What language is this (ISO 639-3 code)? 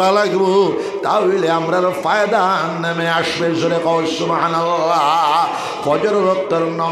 syl